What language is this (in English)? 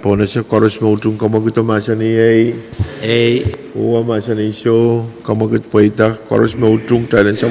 Pohnpeian